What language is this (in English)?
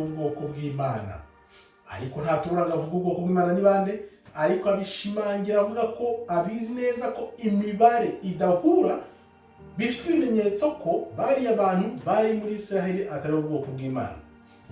Kinyarwanda